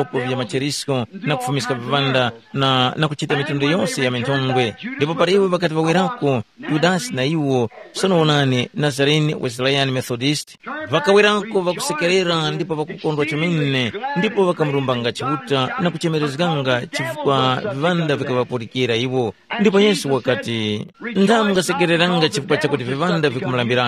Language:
Tumbuka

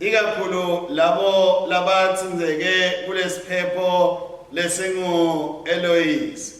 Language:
Swati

